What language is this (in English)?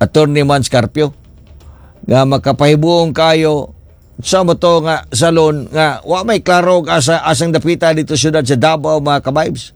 Cebuano